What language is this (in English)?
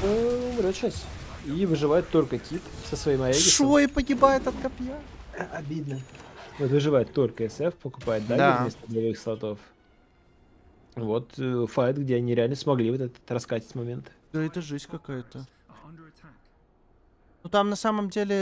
Russian